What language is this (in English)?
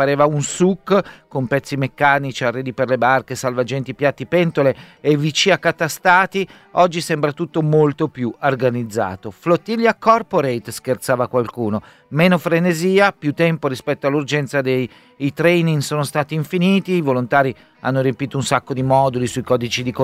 Italian